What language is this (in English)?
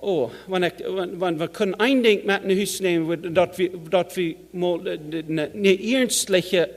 Plautdietsch